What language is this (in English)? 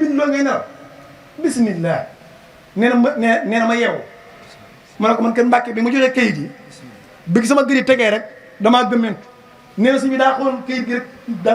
Wolof